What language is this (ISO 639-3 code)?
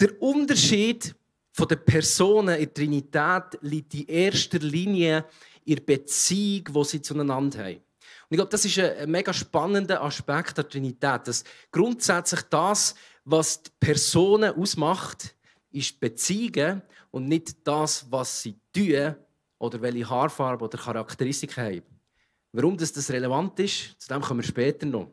gsw